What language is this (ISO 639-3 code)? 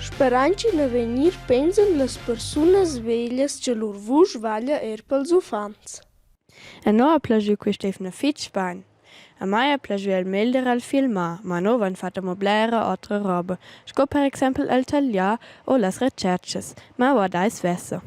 roh